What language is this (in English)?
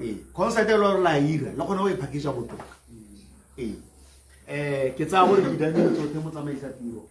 Tswana